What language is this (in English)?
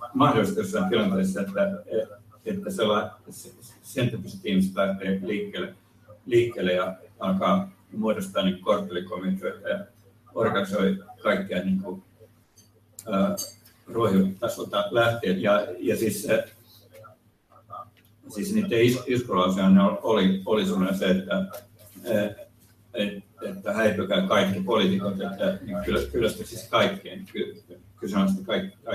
Finnish